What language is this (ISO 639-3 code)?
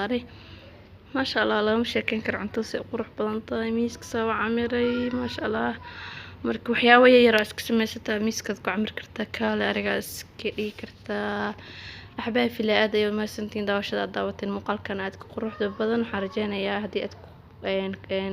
som